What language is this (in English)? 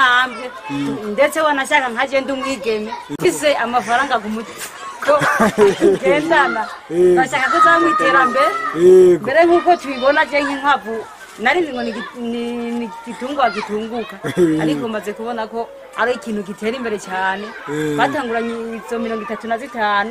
Rundi